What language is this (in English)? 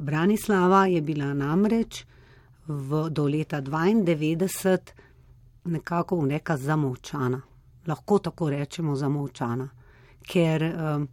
Slovenian